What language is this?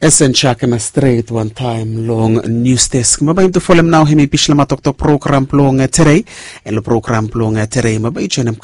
Bislama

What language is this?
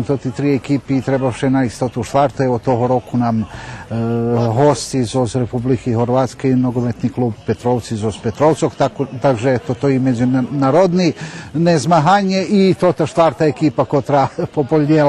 Rusyn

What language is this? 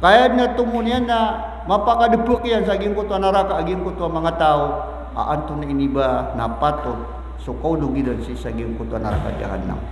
Maranao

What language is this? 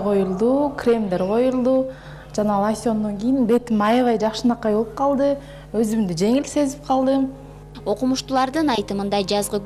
Kyrgyz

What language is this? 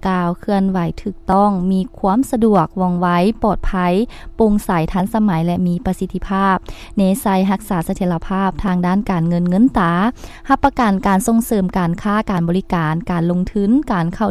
Lao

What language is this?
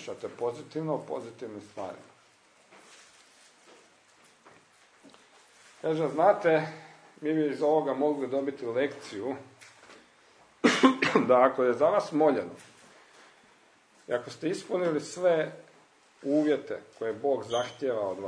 Croatian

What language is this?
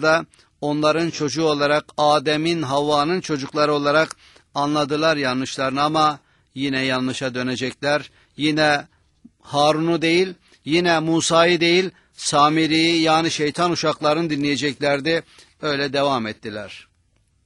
Turkish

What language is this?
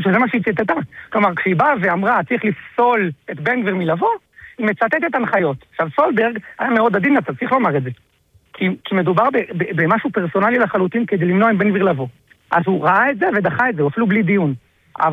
Hebrew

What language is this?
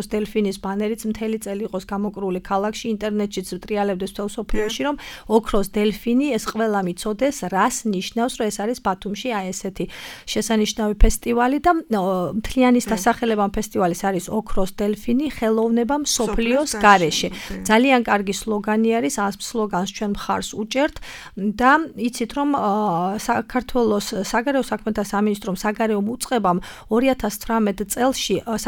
Georgian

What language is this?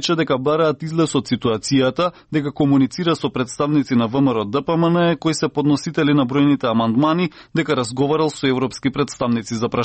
Macedonian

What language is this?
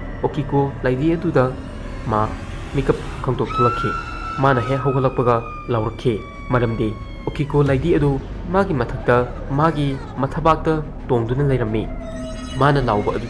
Manipuri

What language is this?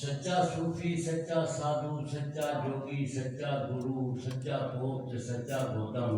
Saraiki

